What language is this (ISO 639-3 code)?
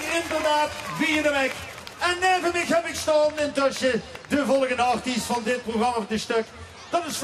lim